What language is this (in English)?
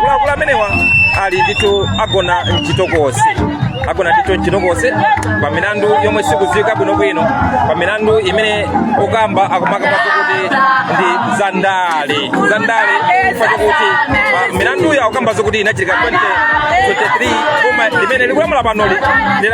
Nyanja